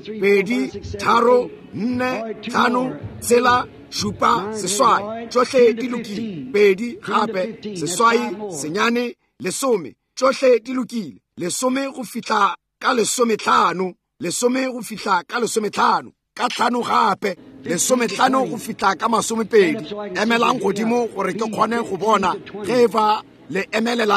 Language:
Northern Sotho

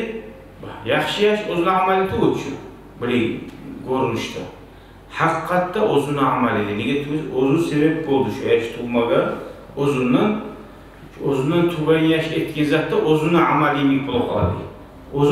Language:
Kumyk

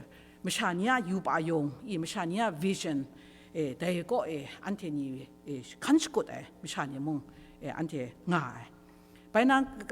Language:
Kachin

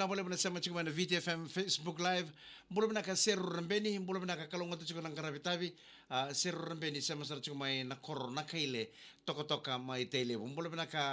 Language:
Fijian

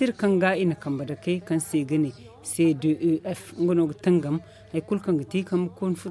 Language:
Zarma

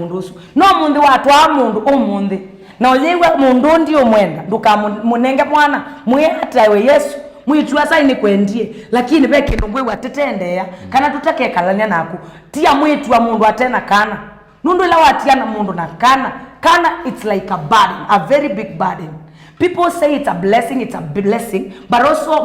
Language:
Kamba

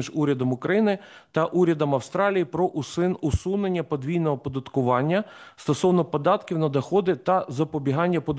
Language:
Ukrainian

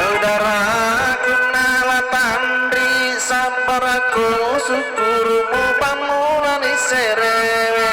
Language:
Buginese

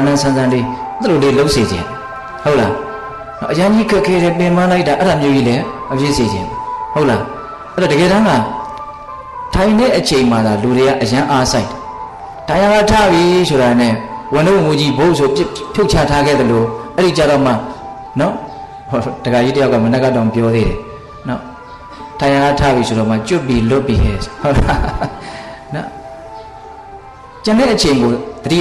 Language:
Burmese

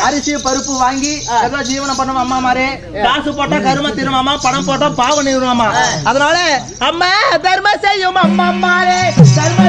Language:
Tamil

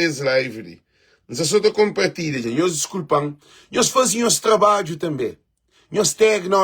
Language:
Kabuverdianu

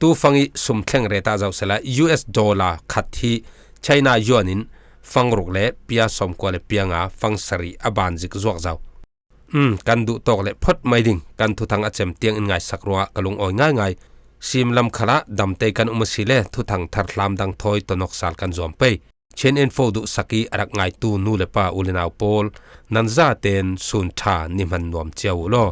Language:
Falam Chin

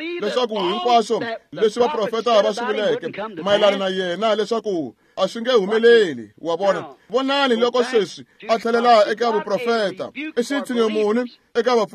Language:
Tsonga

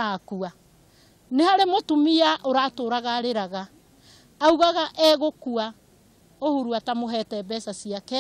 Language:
Kikuyu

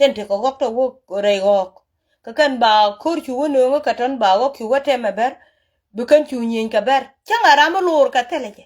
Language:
Nuer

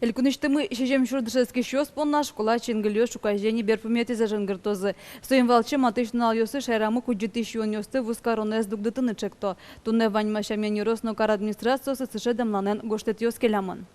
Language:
Udmurt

